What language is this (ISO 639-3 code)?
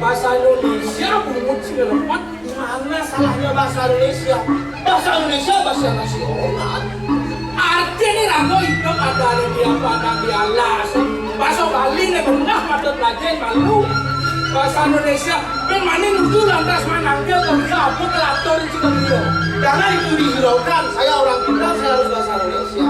ban